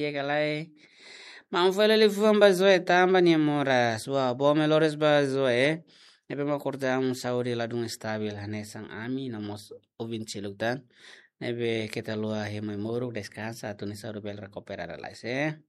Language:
Tetum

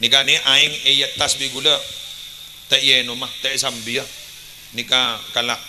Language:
Madurese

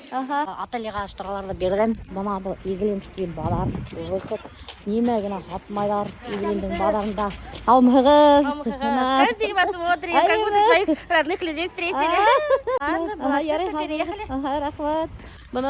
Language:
Bashkir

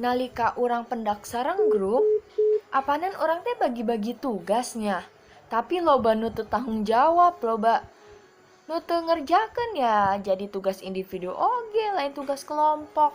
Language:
Sundanese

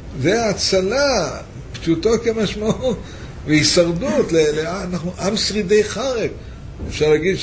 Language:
Hebrew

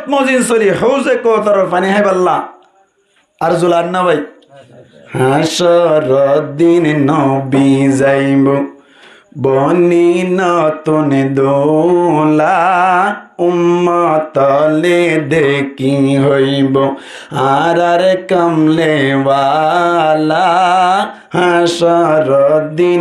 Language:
Rohingya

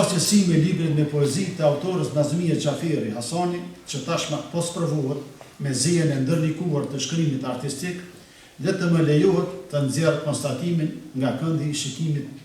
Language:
Albanian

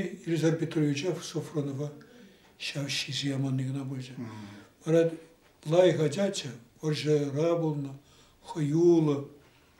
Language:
Tatar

